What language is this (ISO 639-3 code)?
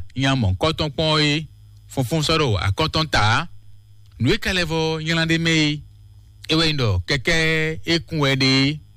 fon